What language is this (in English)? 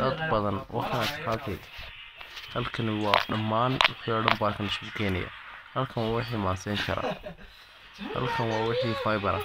Somali